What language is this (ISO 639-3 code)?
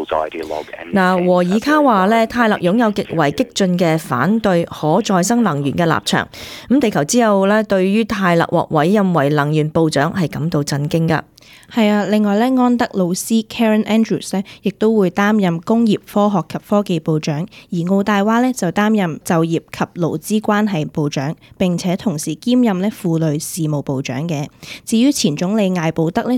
yue